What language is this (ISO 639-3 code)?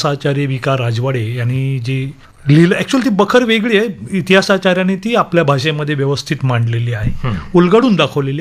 mar